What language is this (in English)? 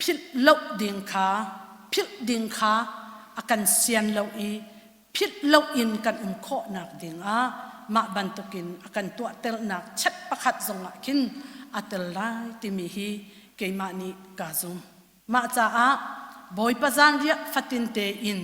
Hakha Chin